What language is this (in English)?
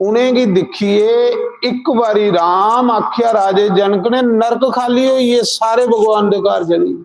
Dogri